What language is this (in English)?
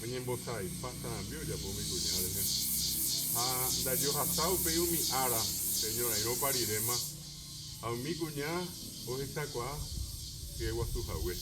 Guarani